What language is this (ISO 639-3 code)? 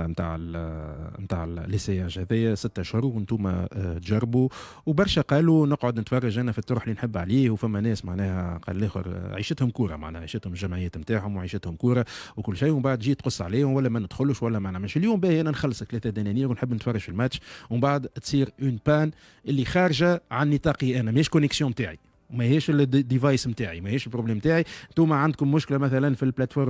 aeb